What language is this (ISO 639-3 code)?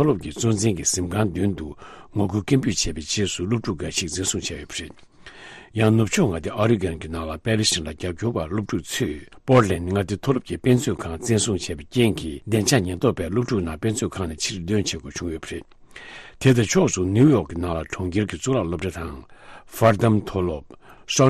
bod